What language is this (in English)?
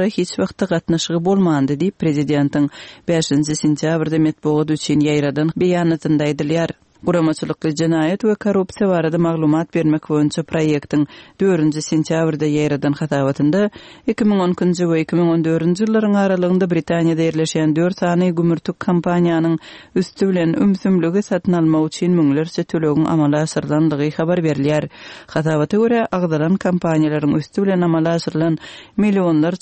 Kyrgyz